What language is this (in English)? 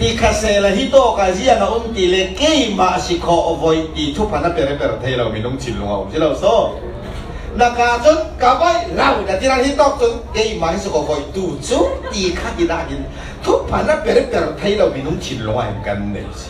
Falam Chin